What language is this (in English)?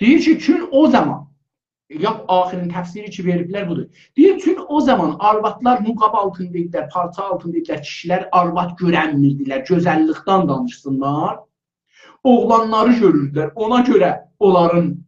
South Azerbaijani